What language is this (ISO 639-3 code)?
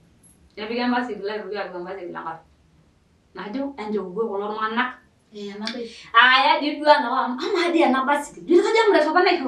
mas